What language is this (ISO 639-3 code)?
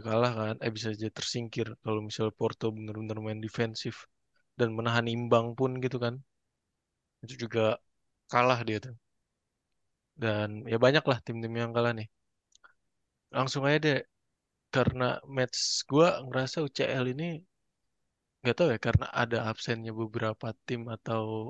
ind